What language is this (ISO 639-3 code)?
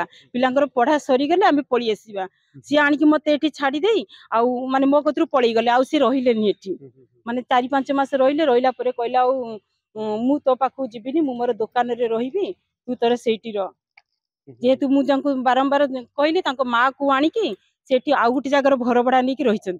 ori